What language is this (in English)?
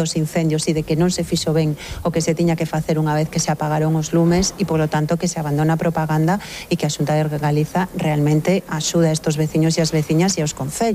Galician